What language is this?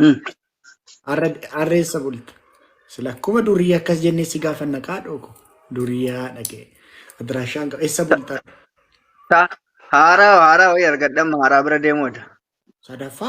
Oromo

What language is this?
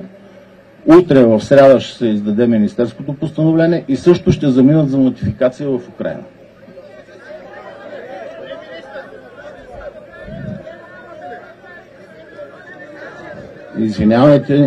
Bulgarian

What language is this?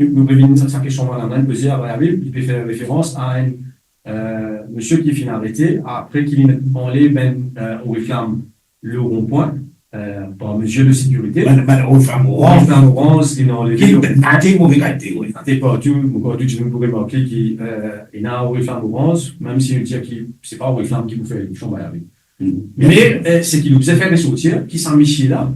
Morisyen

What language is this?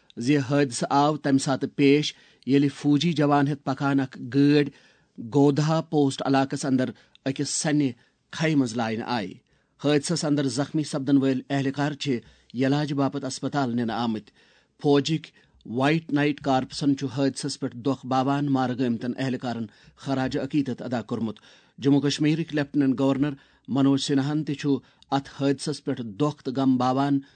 Kashmiri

